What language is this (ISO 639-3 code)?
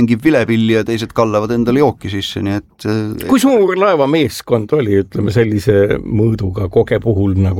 est